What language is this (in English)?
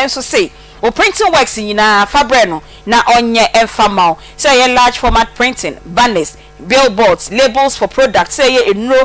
Akan